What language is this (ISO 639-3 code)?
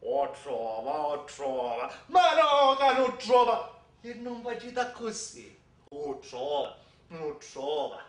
scn